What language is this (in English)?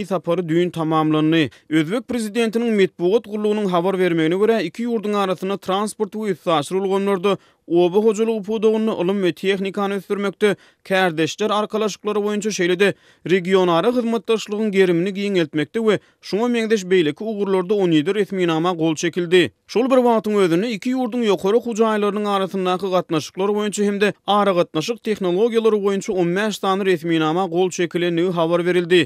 Turkmen